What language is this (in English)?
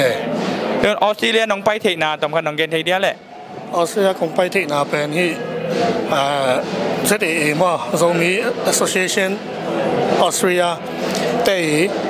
Tedim Chin